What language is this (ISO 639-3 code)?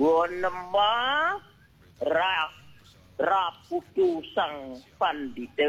ban